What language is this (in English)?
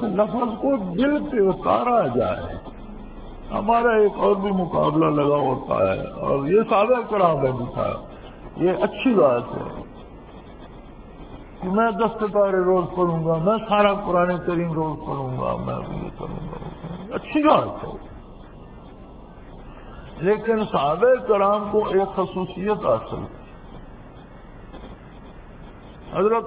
Urdu